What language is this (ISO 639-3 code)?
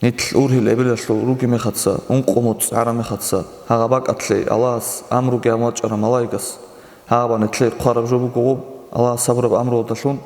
ava